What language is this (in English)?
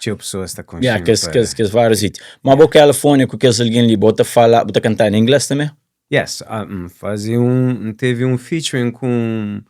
Kabuverdianu